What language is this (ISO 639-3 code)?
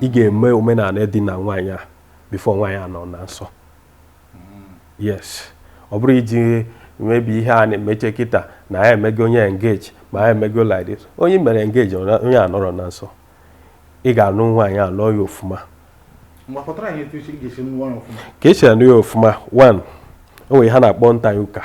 ibo